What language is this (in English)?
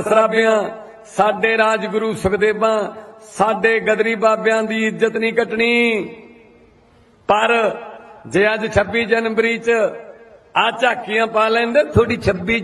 Punjabi